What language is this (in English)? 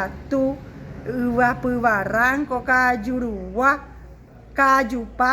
Guarani